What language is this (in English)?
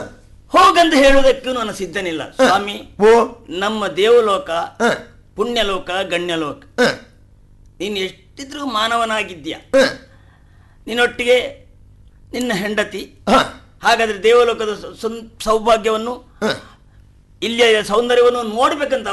Kannada